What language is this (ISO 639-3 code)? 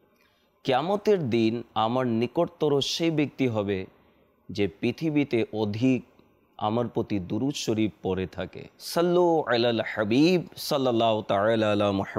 ben